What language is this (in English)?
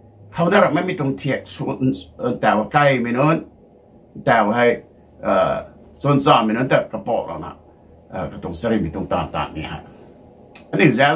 Rongmei Naga